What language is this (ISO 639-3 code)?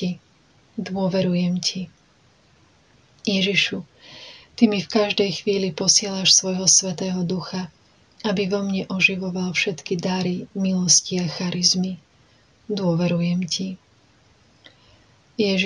slk